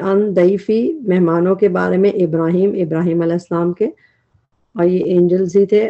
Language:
Urdu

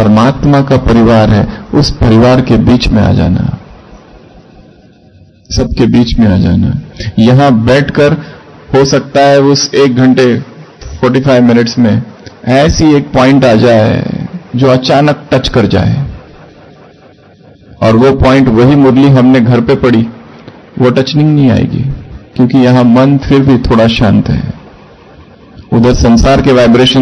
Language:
Hindi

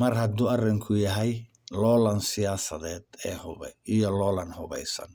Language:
Somali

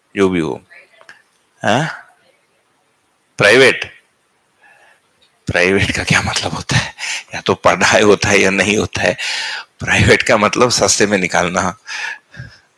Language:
Hindi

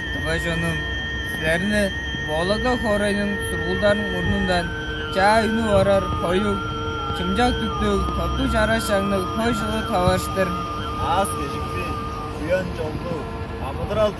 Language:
Tuvinian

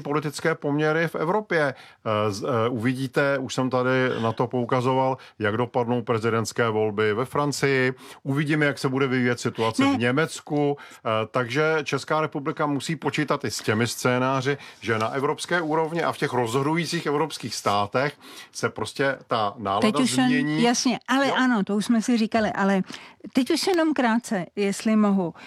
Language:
Czech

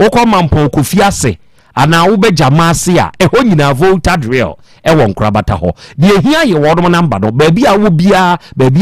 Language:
Akan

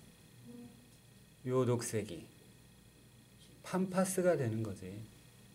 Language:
Korean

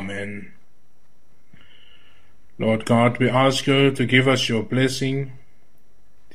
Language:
Afrikaans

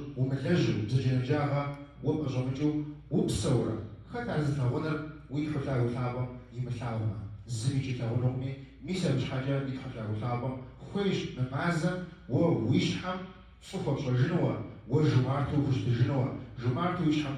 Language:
Kabardian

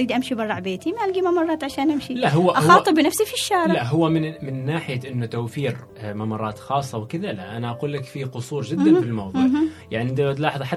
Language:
Gulf Arabic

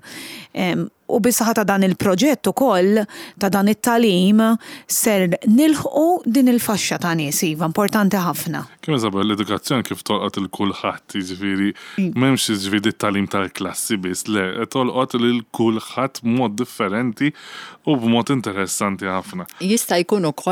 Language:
Maltese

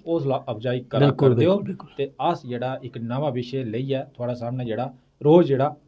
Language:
Dogri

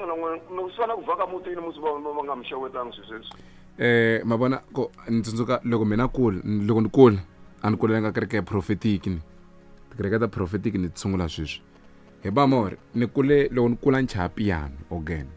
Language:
Tsonga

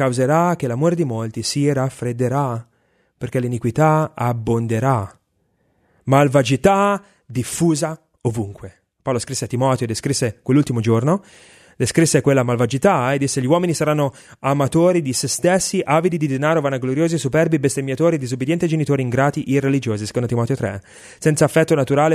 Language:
Italian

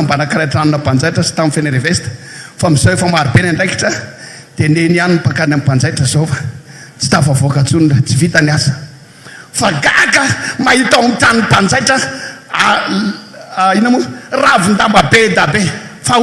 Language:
Malagasy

